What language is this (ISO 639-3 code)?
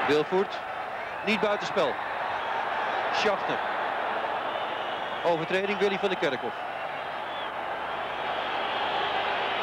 nld